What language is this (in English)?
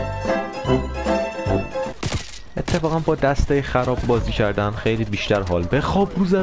Persian